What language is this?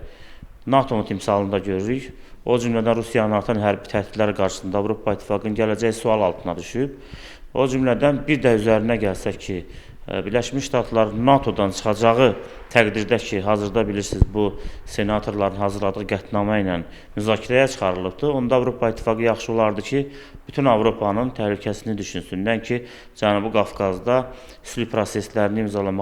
Azerbaijani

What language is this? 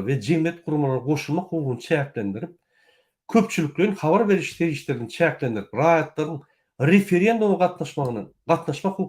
Turkmen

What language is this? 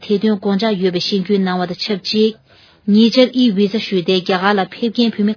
Tibetan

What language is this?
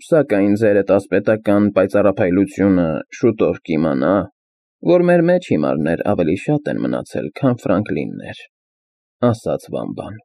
Armenian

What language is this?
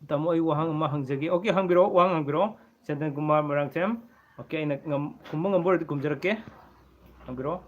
Manipuri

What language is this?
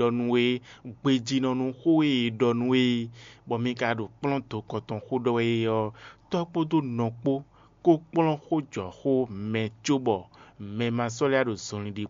Fon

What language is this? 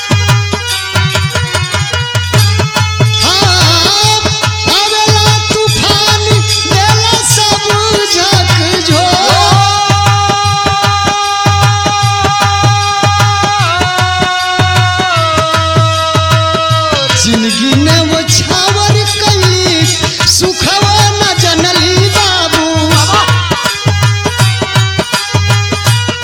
Bhojpuri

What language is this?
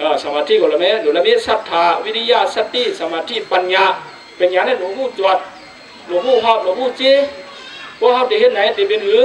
Shan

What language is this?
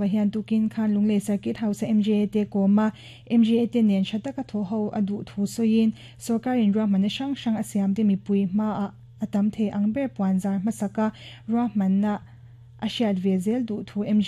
Mizo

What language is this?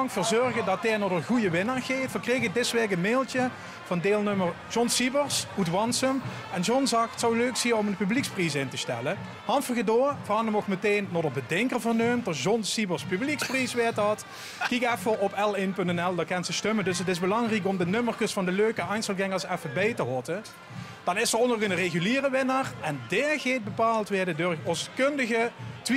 Limburgish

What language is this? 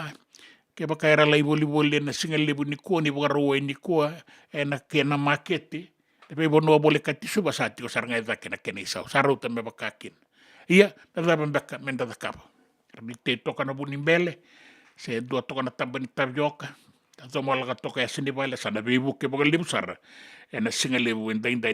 Fijian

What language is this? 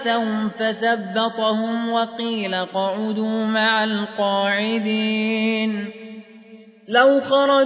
Arabic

